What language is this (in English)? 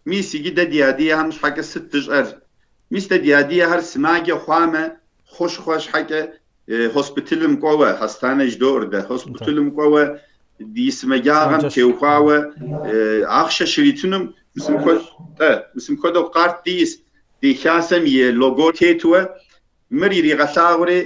Kabardian